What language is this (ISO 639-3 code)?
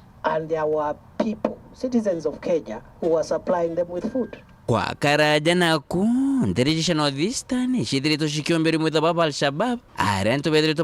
mer